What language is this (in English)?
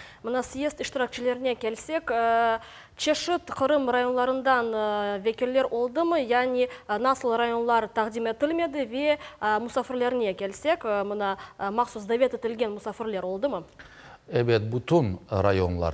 Crimean Tatar